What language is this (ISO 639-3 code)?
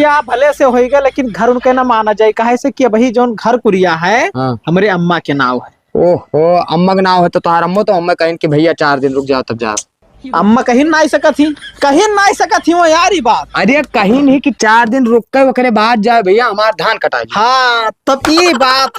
awa